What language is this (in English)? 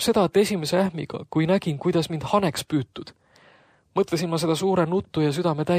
Estonian